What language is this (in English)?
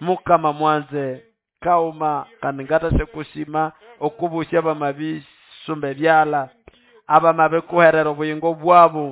Nande